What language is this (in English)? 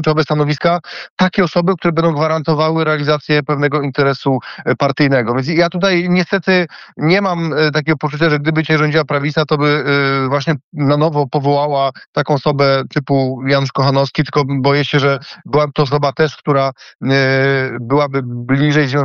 Polish